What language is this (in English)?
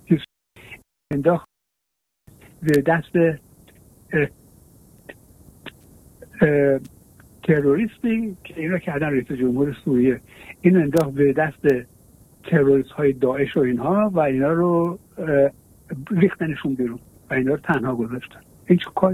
Persian